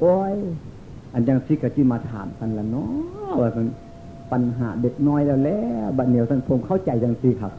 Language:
Northeastern Thai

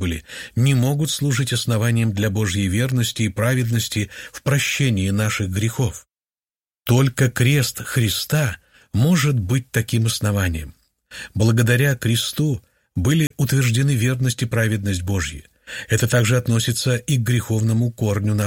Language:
Russian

